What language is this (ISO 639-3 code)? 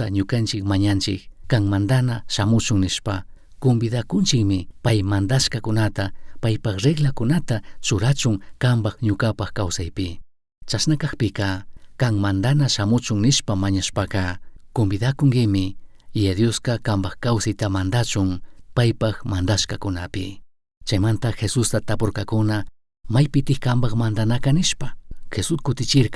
qug